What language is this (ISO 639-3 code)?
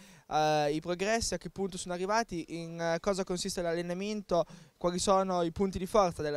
ita